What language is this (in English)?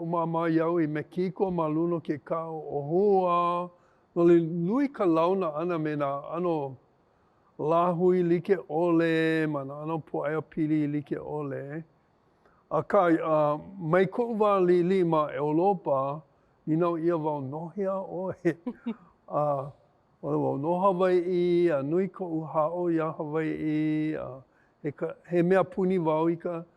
Hawaiian